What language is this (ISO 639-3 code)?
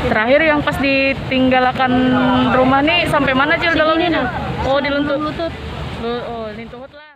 bjn